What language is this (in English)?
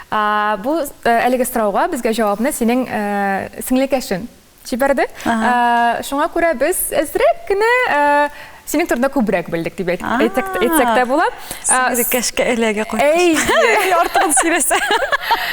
Tatar